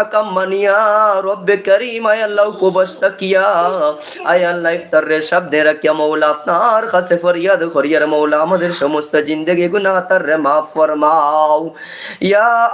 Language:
Sylheti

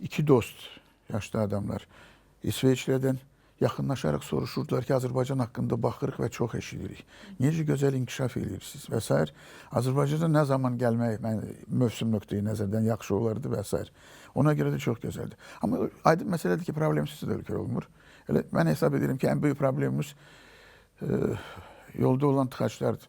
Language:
Azerbaijani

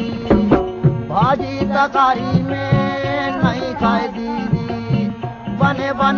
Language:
Chhattisgarhi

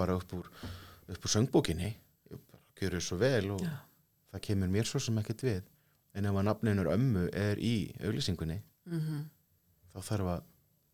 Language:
Icelandic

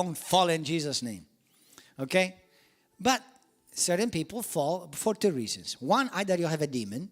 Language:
English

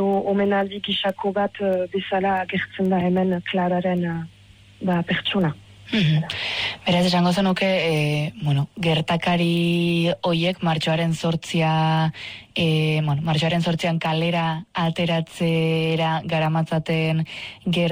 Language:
Basque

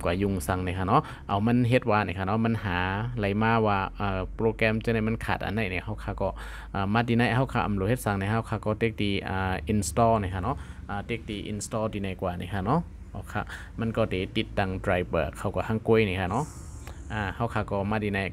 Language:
Shan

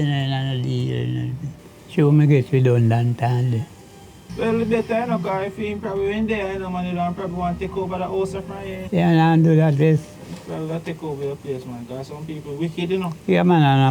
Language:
Jamaican Creole English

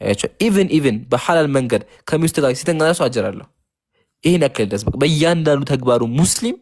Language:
Amharic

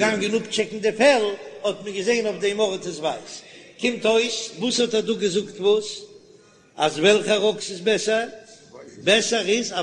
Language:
Yiddish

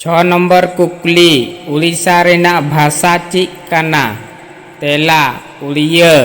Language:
Santali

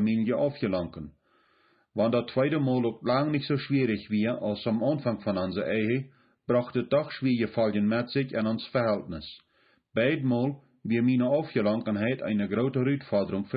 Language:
Plautdietsch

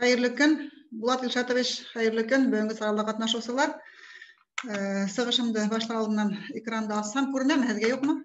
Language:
Bashkir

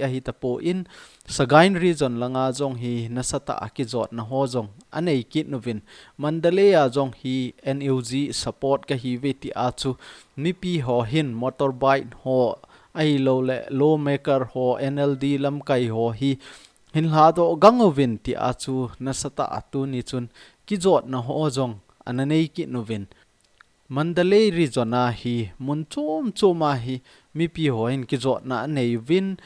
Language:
Thado Chin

